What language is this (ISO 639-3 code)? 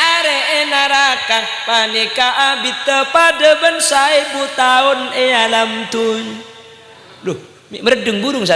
mad